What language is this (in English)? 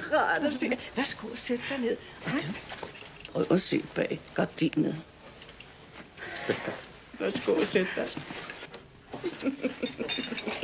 Danish